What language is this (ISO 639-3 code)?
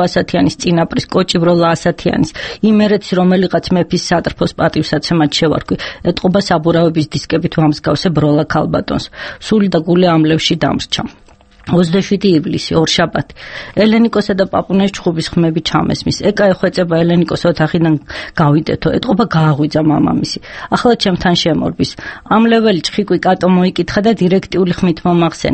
kat